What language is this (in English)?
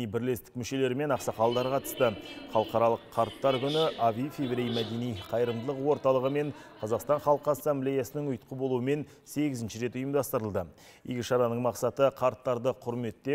Kazakh